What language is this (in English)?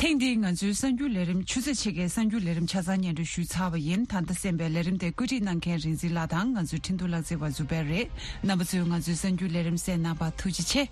Tibetan